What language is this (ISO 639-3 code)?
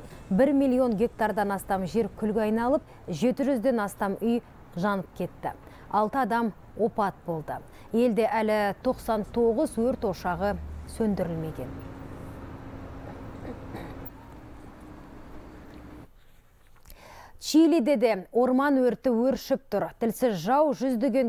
kaz